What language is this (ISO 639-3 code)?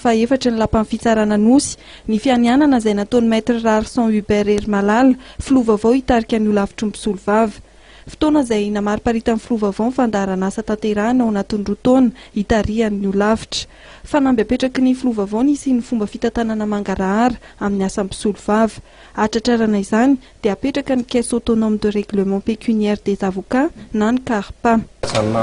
mlg